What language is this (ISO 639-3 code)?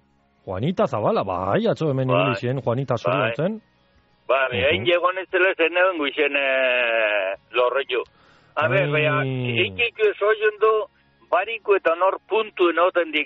eus